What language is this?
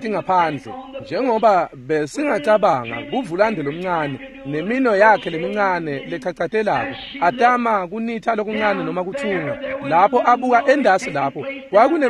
Swati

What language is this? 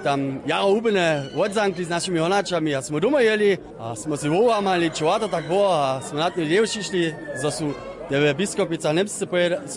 Upper Sorbian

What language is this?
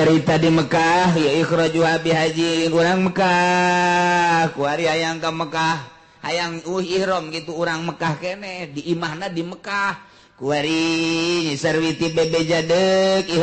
Sundanese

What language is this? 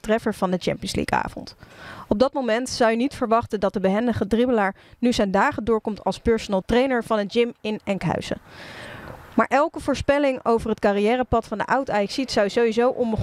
Dutch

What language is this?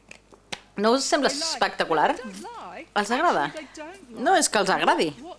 Catalan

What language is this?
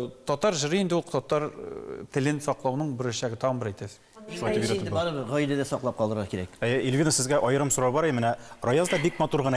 Tatar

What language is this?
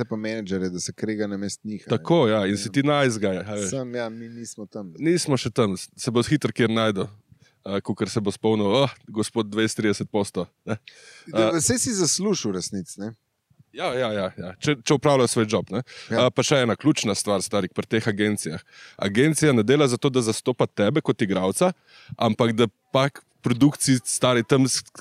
Slovenian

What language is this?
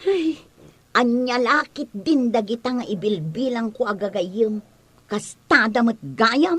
Iloko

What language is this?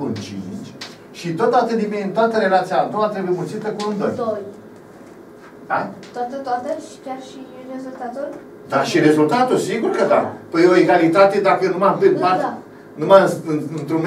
Romanian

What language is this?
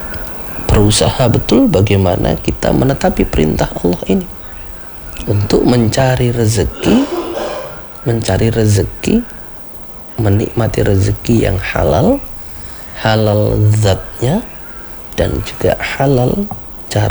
Indonesian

